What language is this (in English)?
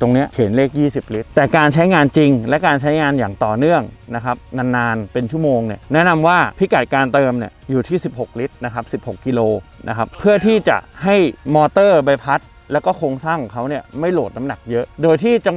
Thai